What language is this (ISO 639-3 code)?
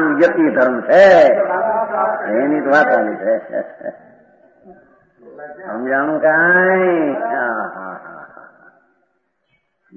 guj